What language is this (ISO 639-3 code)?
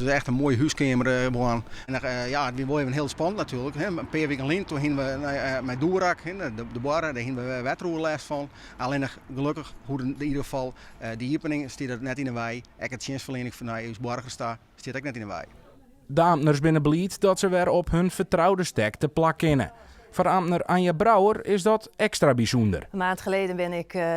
fry